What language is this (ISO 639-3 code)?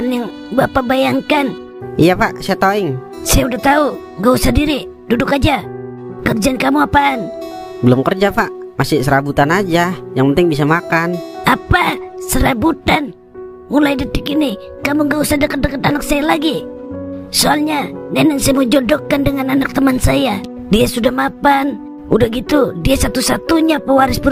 bew